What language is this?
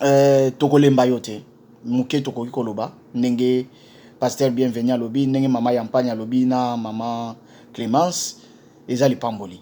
Lingala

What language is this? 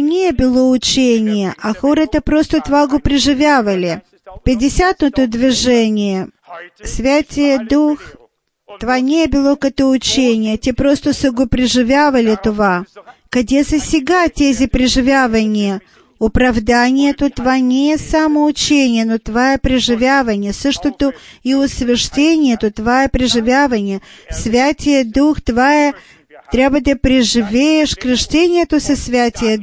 Bulgarian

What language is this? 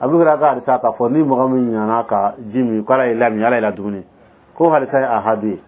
Dyula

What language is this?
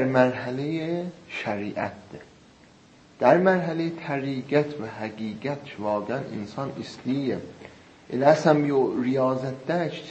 South Azerbaijani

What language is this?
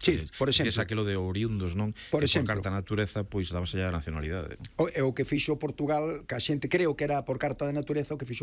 Galician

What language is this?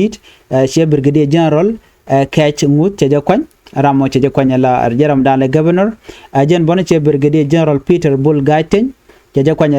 Nuer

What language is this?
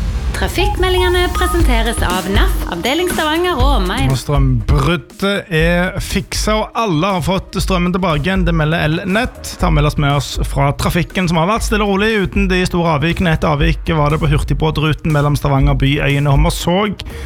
Norwegian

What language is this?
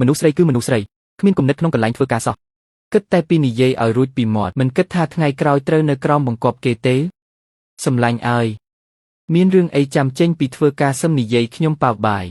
Khmer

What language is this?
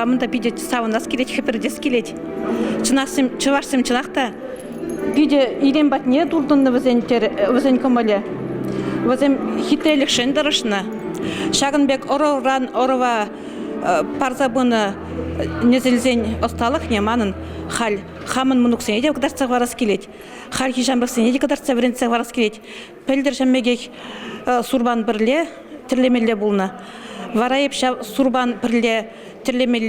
Chuvash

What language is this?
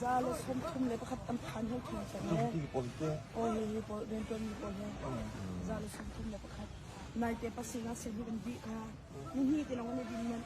Hakha Chin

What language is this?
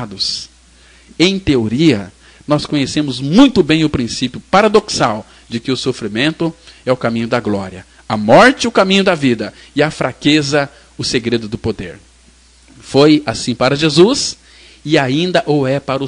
Portuguese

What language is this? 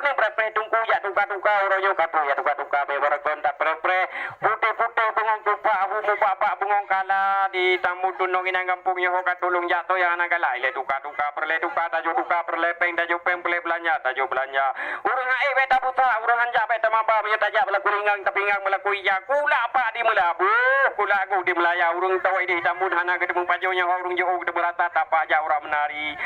Achinese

